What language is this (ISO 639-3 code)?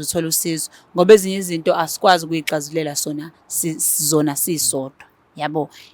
zul